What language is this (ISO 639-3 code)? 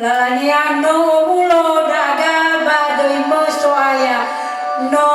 nia